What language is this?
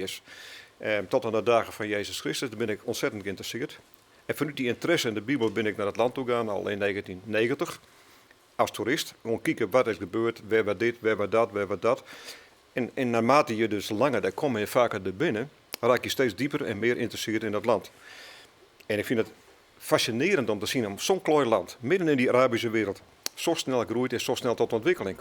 Western Frisian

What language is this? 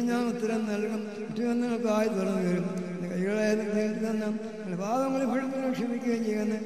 Malayalam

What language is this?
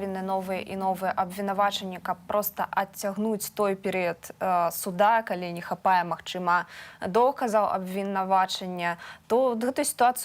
Belarusian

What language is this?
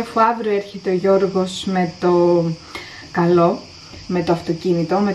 Greek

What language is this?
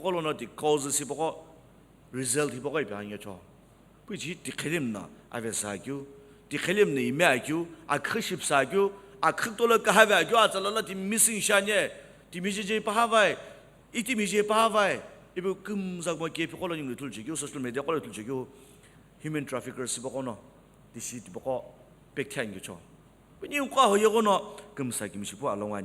Sumi Naga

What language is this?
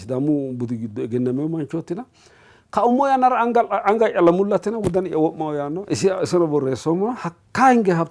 Sidamo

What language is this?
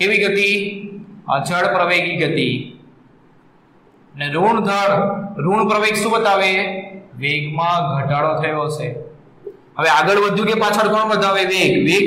Gujarati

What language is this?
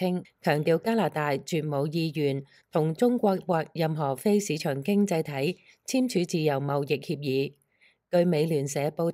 Cantonese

